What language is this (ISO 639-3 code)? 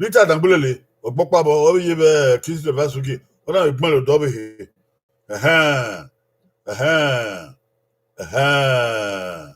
bin